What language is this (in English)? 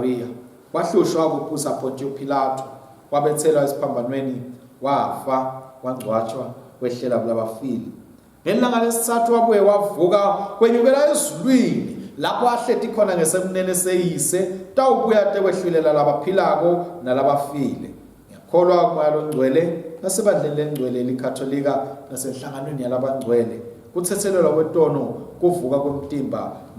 Swati